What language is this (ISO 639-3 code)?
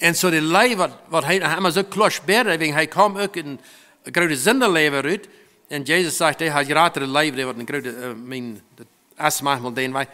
pdt